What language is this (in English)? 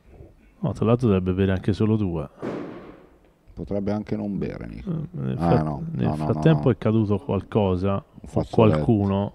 Italian